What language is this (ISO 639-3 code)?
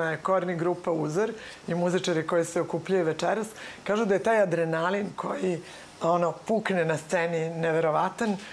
srp